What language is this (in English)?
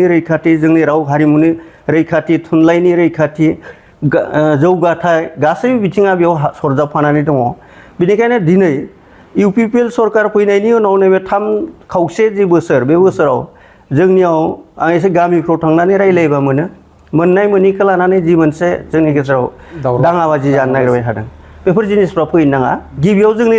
Bodo